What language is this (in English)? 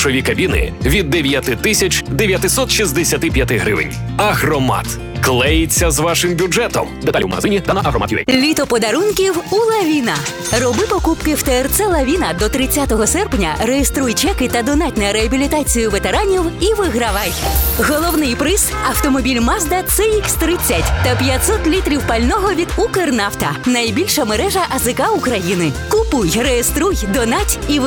Ukrainian